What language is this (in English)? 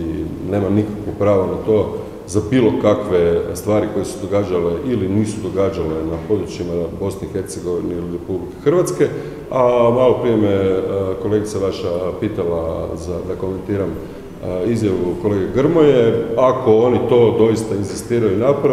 Croatian